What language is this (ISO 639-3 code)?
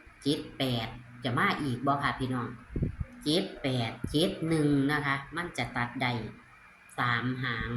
tts